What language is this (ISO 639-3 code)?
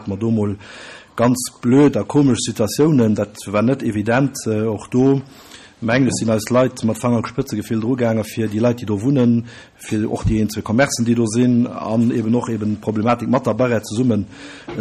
ltz